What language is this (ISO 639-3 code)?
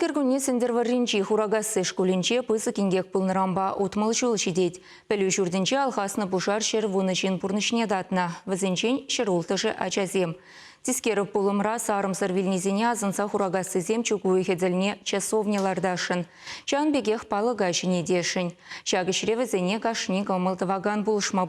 chv